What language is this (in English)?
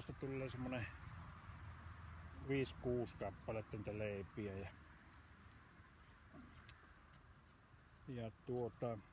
Finnish